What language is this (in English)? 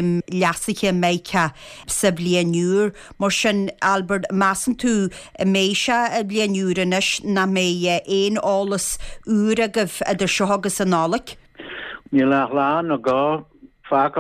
Irish